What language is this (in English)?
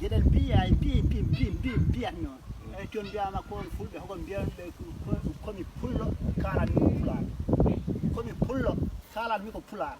Fula